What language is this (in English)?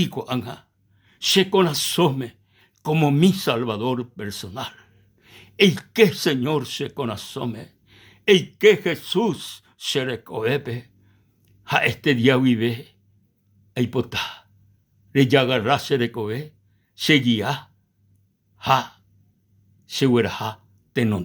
Guarani